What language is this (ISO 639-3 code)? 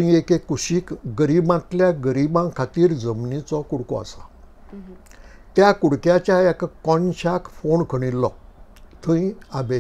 kok